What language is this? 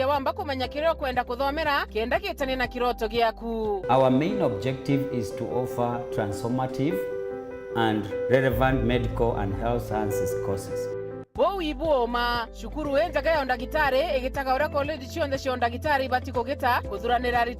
Meru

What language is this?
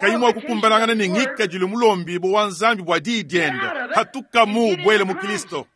Luba-Lulua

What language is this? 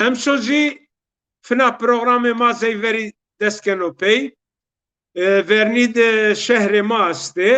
Zaza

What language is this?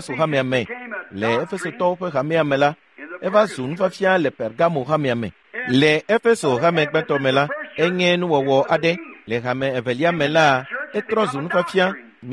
Ewe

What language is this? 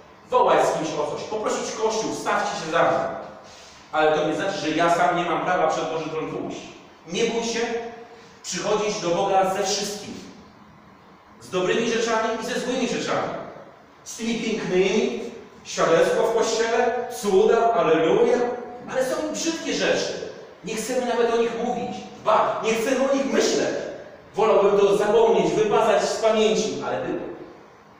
Polish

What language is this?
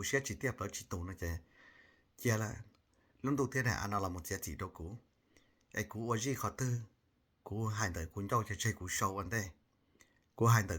Hmong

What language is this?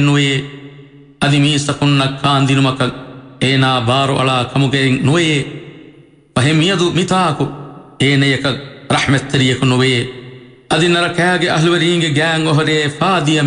Divehi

